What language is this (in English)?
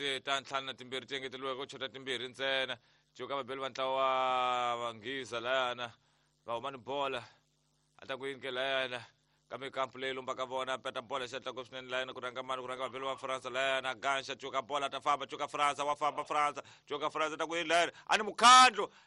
Tsonga